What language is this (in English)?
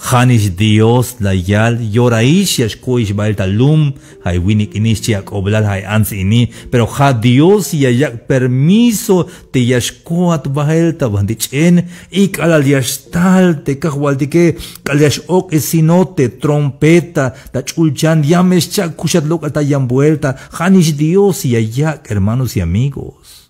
Tzeltal